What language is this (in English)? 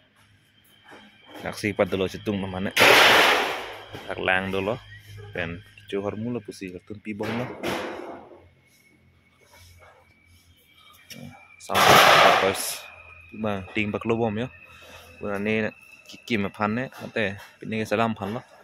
Malay